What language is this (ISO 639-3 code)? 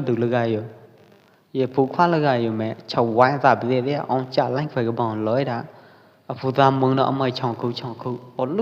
kjp